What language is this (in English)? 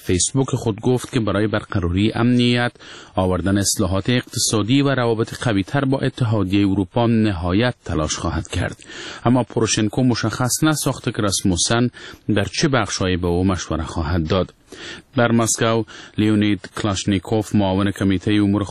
Persian